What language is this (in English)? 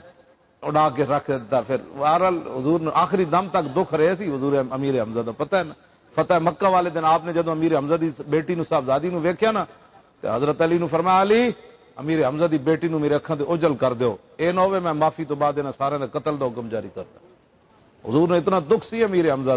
Western Panjabi